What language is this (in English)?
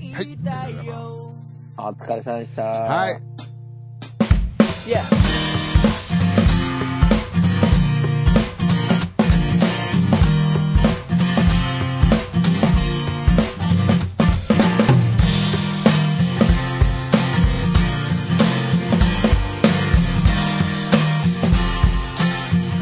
Japanese